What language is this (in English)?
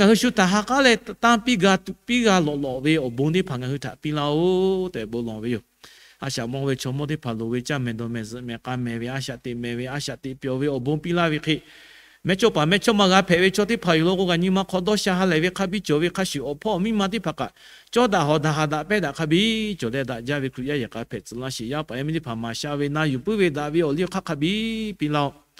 Lahu